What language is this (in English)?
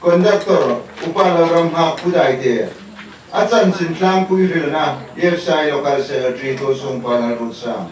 Hmar